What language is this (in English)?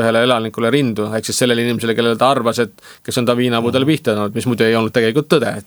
Estonian